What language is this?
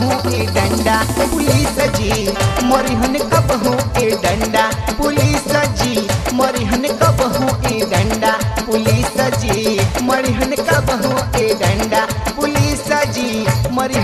Bhojpuri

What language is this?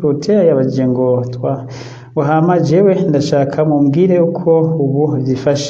Rundi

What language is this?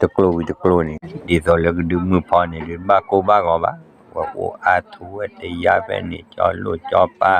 S'gaw Karen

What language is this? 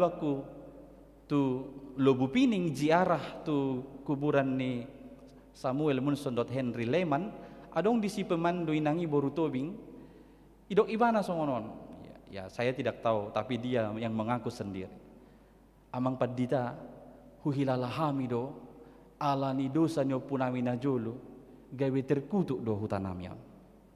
Batak Toba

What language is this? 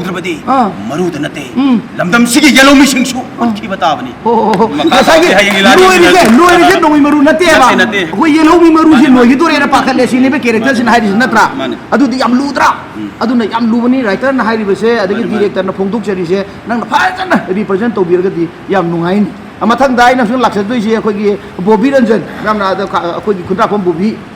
Manipuri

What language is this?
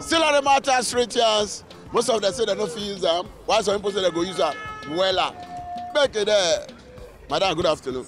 Nigerian Pidgin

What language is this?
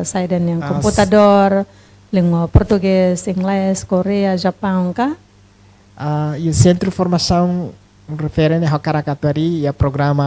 Tetum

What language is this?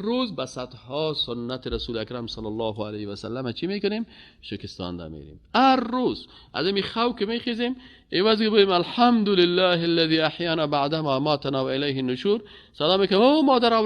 Persian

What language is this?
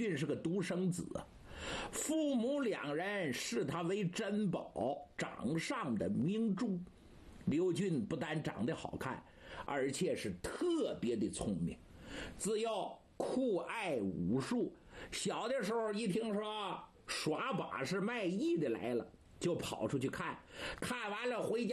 Chinese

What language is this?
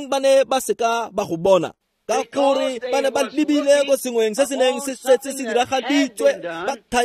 Tswana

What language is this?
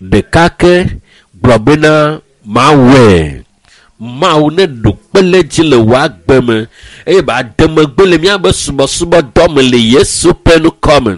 Ewe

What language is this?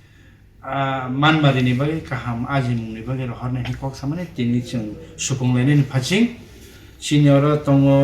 Kok Borok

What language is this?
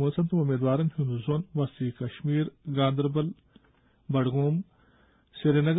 Kashmiri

